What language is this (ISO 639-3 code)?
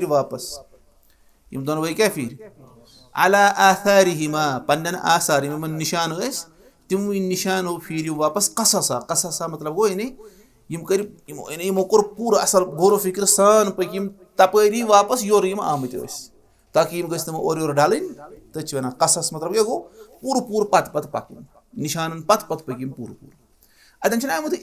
kas